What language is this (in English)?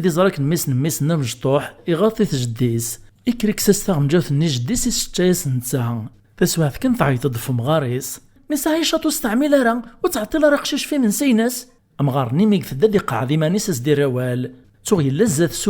Kabyle